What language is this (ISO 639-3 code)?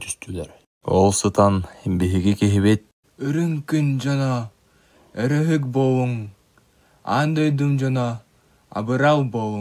sah